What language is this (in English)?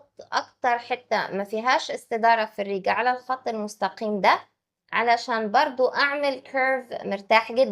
Egyptian Arabic